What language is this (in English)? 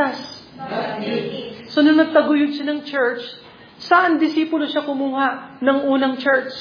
Filipino